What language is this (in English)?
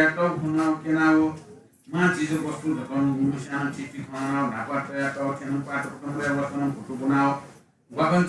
Newari